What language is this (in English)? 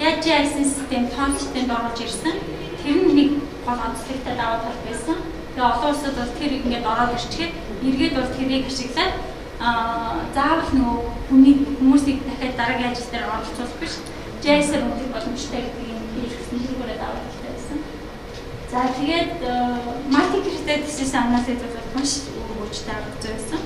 Mongolian